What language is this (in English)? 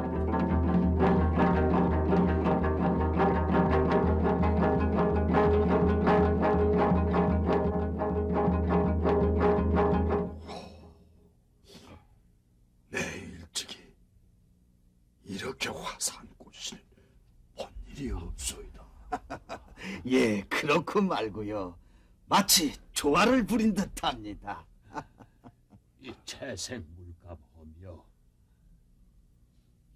Korean